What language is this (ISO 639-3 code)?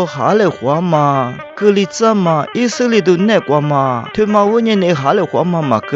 lis